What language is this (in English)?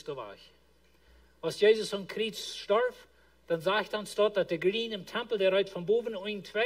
Plautdietsch